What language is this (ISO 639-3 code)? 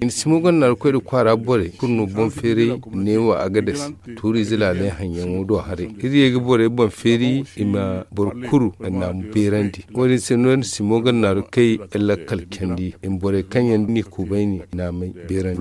dje